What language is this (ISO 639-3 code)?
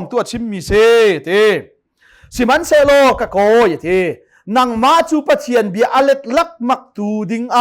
cnh